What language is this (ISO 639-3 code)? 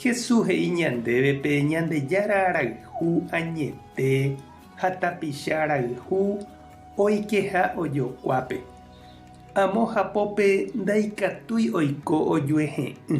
grn